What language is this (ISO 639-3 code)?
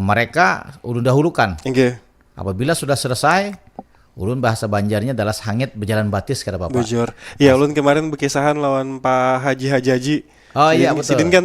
bjn